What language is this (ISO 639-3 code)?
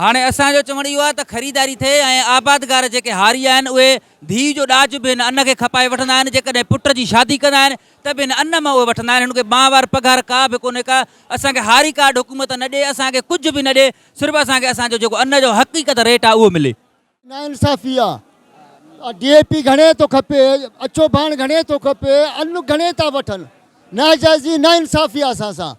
snd